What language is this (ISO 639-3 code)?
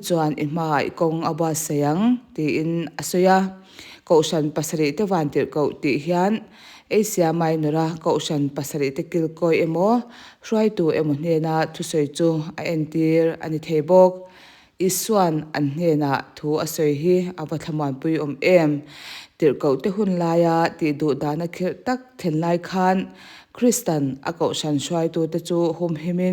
lus